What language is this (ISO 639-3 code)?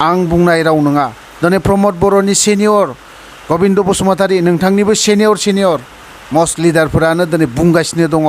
brx